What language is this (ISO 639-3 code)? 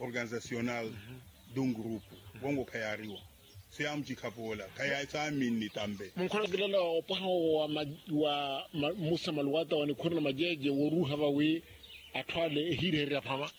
vmw